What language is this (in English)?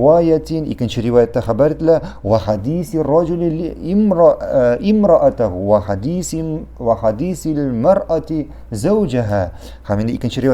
Tatar